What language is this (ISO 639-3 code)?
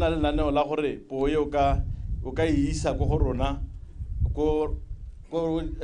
tsn